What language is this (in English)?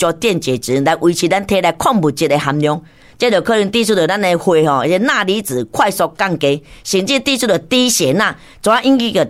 Min Nan Chinese